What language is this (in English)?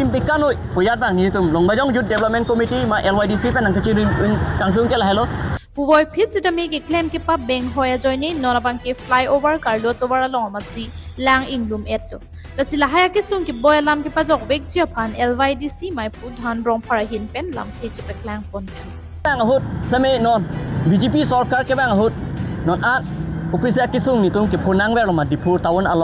Karbi